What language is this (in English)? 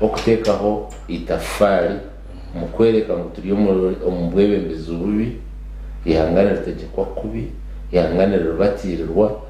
Nyankole